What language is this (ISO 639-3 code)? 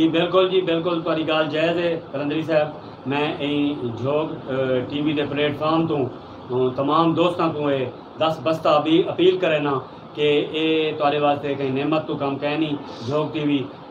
skr